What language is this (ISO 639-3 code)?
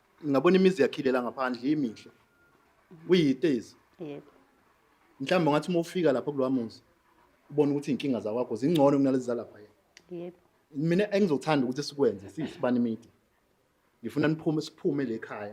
zul